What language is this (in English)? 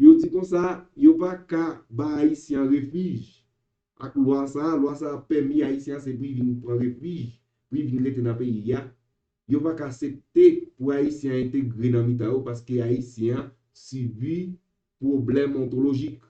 Haitian Creole